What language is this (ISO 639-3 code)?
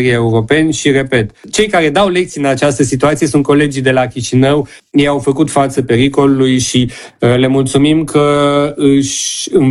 ron